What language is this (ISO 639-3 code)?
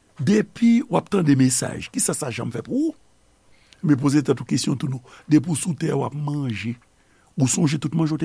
hat